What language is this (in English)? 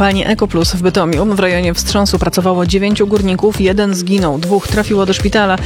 Polish